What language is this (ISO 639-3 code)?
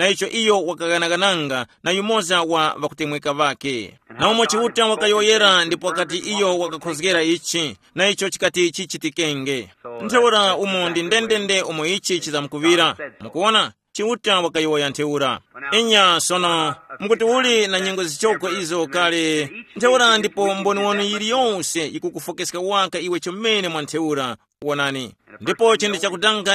tum